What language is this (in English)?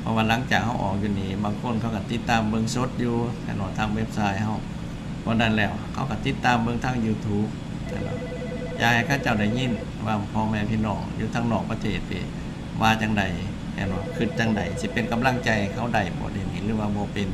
Lao